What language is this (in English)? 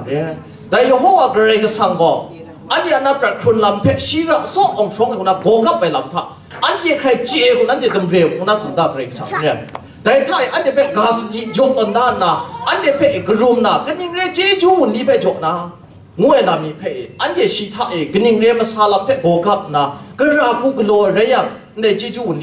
Kachin